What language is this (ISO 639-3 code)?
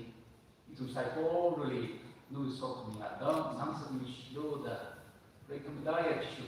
nmf